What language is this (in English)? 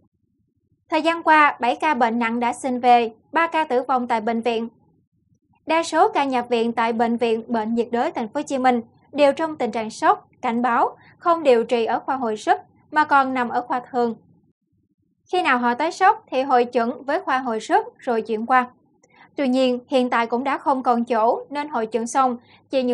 Vietnamese